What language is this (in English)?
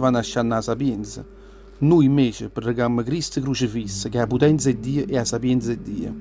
Neapolitan